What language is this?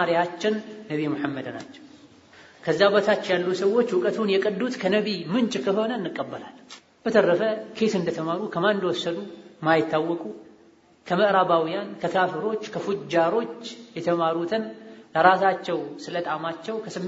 Amharic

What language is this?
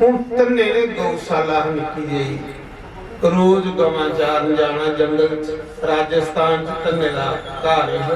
Dogri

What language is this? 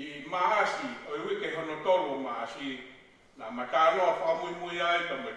Tongan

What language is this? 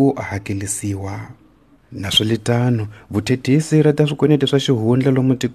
Tsonga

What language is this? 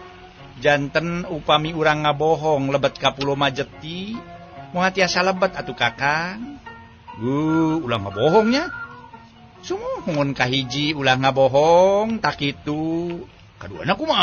Sundanese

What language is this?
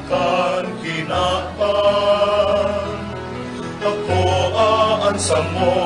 Bikol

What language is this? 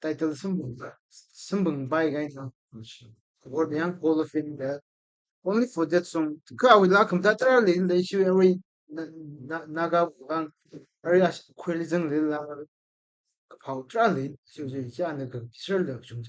Tangkhul Naga (India)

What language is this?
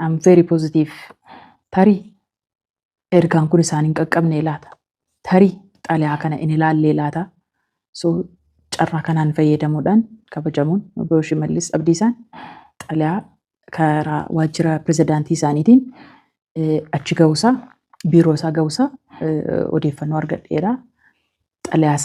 Oromo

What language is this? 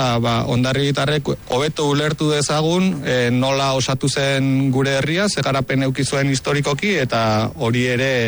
Basque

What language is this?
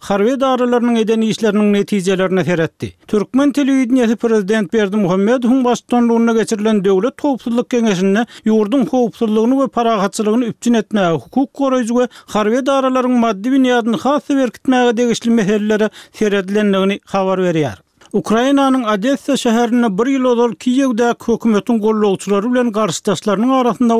Turkmen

